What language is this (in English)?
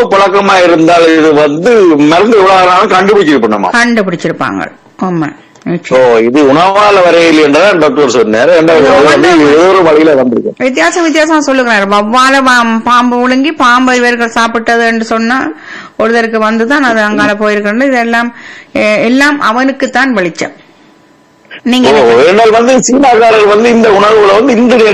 Tamil